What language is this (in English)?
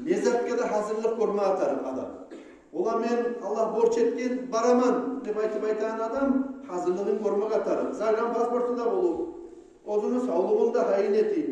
Kumyk